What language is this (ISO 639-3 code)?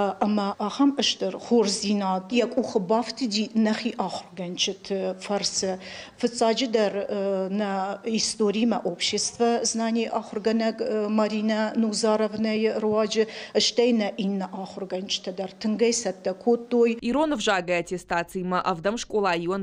oss